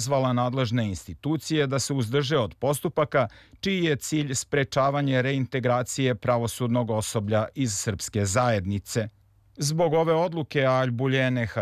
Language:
Serbian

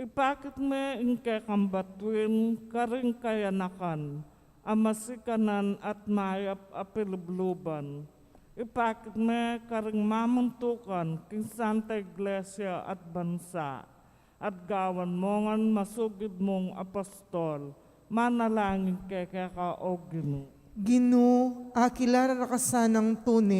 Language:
Pampanga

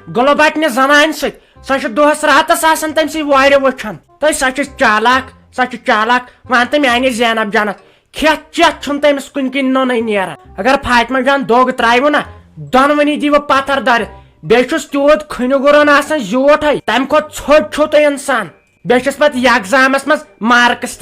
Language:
Kashmiri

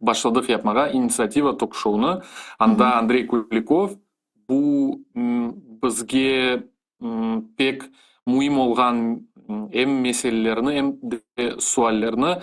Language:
Crimean Tatar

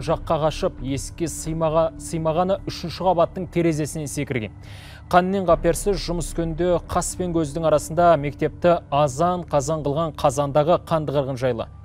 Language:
Kazakh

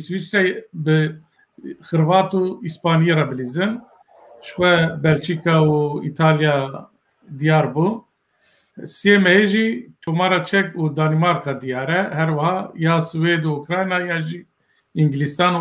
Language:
Kurdish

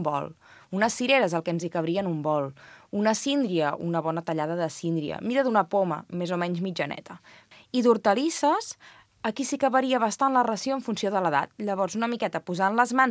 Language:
Catalan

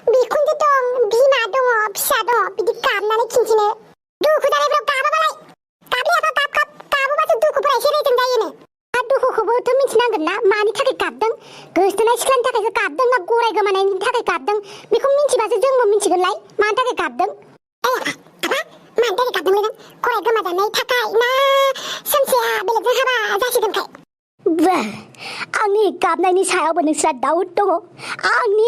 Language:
Bodo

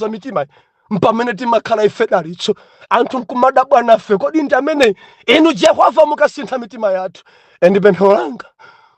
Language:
Nyanja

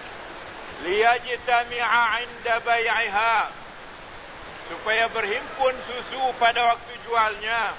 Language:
Malay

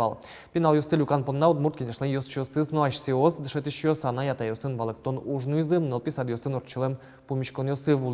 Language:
Udmurt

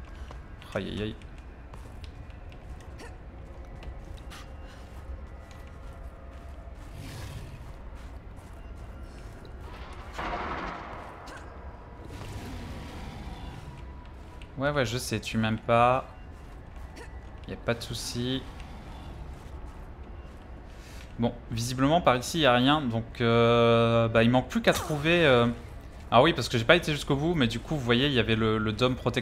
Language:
French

